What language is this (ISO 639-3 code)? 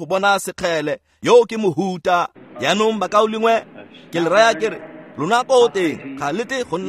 tsn